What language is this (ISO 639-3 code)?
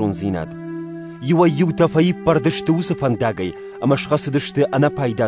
oss